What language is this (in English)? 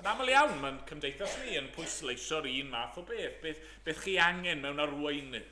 Welsh